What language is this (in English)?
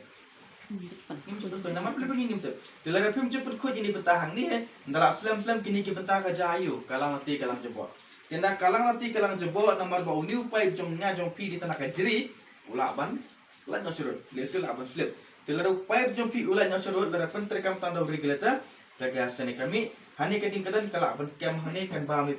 Khasi